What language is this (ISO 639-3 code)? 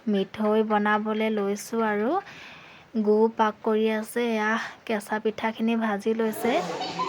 asm